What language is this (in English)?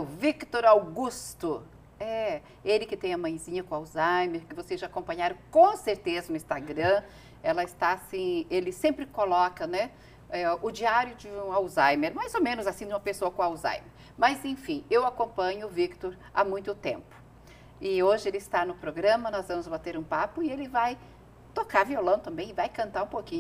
Portuguese